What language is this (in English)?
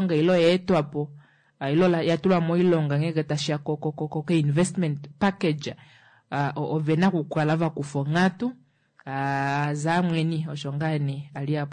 Kuanyama